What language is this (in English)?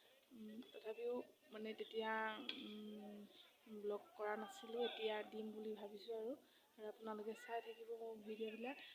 Assamese